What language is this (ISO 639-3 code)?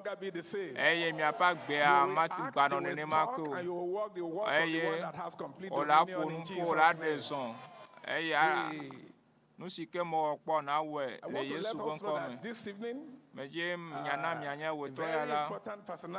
ewe